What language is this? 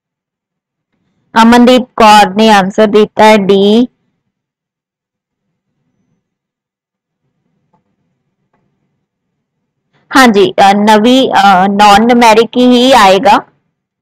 Punjabi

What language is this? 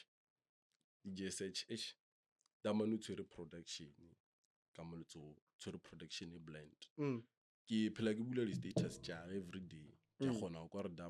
Northern Sotho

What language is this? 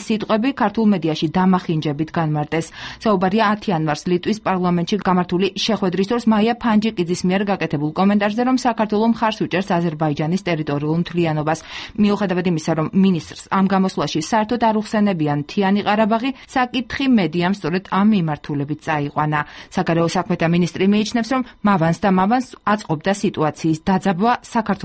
Georgian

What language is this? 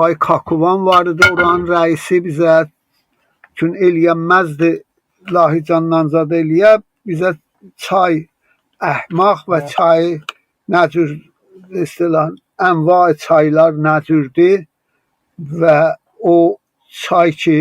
South Azerbaijani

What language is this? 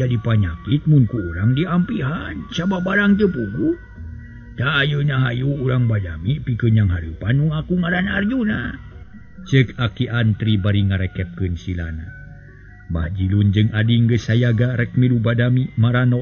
Sundanese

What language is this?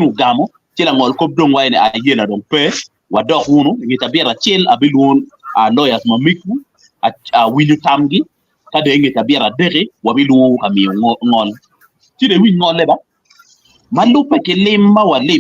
Acoli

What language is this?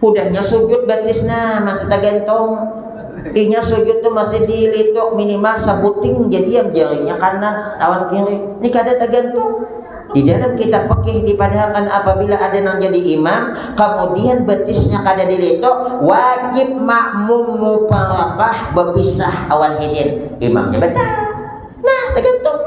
Banjar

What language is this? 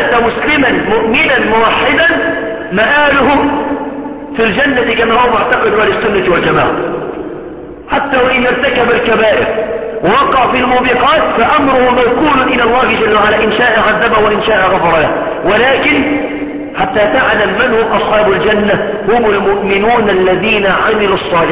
Arabic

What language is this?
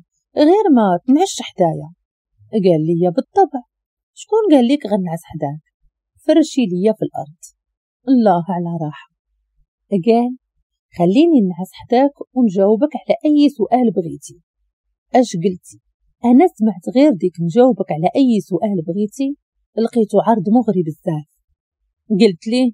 Moroccan Arabic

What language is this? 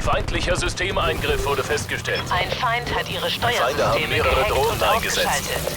Bavarian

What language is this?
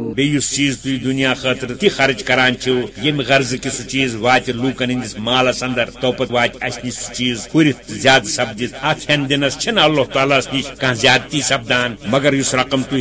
Kashmiri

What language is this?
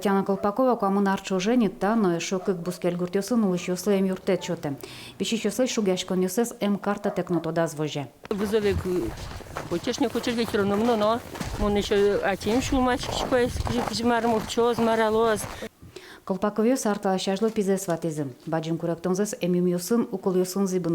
Udmurt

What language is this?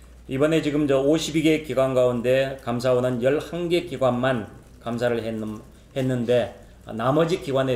Korean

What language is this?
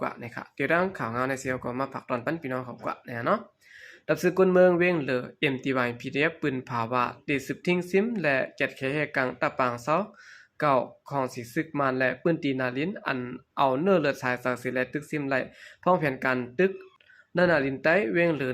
Shan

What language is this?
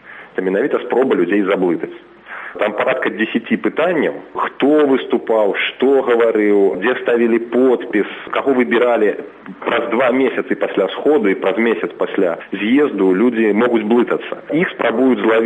Belarusian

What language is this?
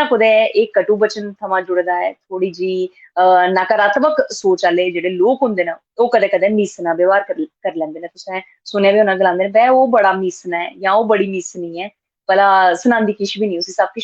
Dogri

